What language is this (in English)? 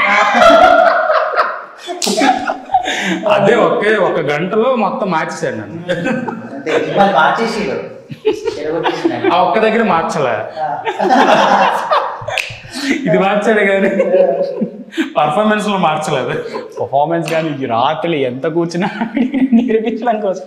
Telugu